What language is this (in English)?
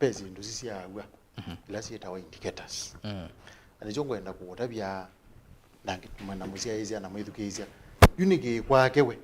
Kamba